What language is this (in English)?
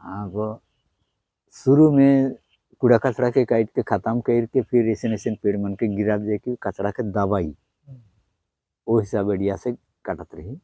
Sadri